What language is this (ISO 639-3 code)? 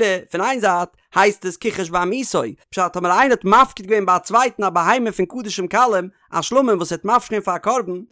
yid